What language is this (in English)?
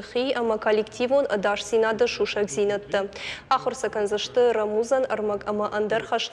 Ossetic